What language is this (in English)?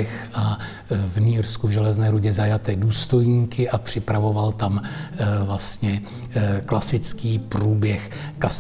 Czech